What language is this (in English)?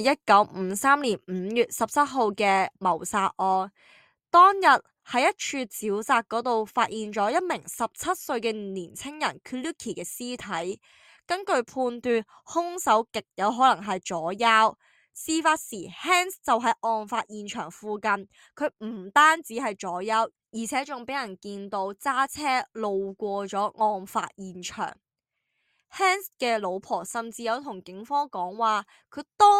Cantonese